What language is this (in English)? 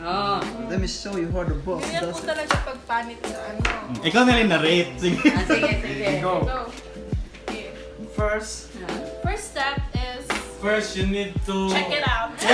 Cebuano